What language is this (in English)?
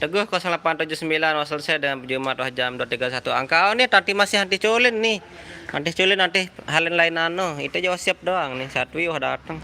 Sasak